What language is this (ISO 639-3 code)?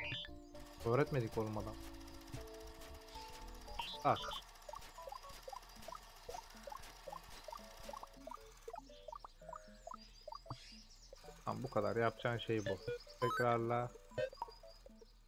tur